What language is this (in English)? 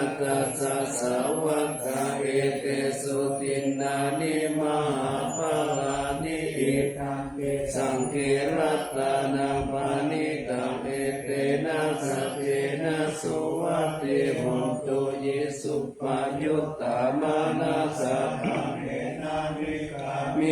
Pali